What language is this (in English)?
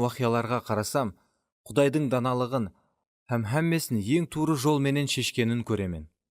Kara-Kalpak